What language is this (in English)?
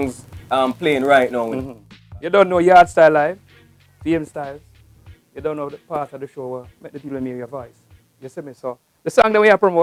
Jamaican Creole English